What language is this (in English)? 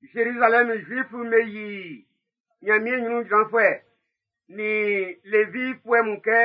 Baoulé